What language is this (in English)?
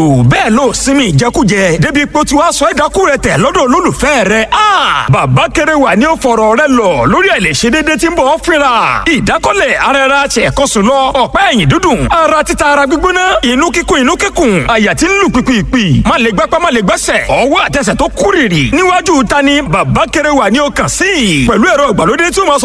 Yoruba